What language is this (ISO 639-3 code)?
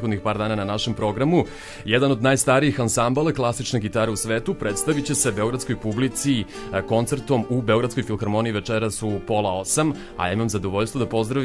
srp